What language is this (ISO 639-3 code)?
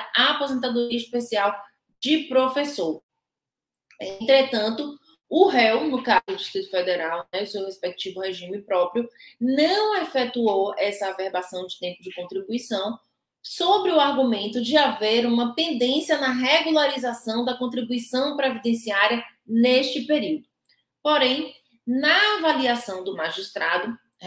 por